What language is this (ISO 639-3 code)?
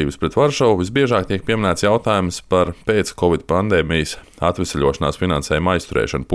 lav